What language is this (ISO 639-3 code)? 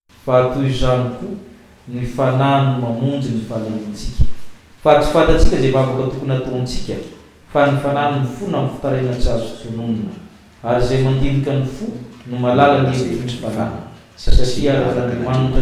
mlg